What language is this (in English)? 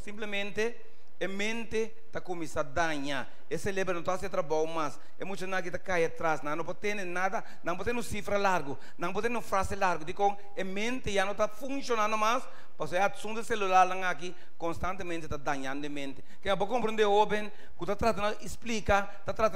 Papiamento